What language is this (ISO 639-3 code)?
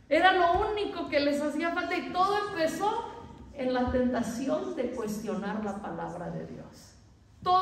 spa